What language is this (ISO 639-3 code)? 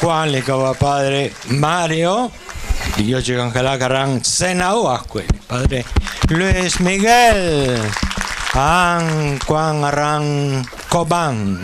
kek